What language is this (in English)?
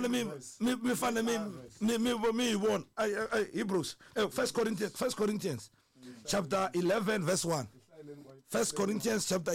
Tsonga